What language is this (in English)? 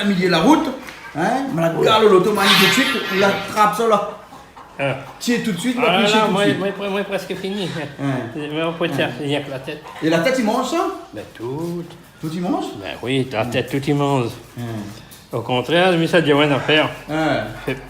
Réunion Creole French